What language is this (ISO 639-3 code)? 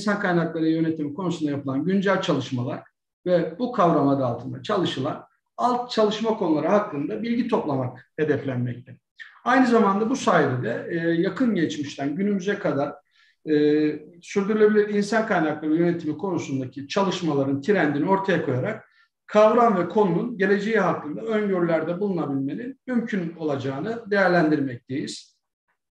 tur